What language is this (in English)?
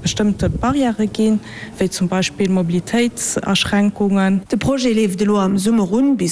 Luxembourgish